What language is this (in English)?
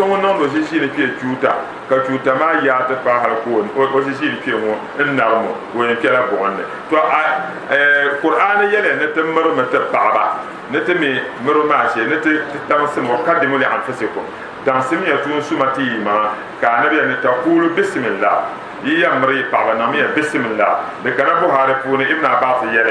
Dagbani